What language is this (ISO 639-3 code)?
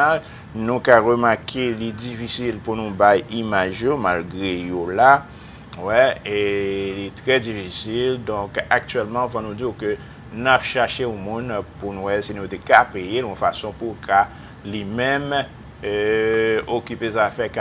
hat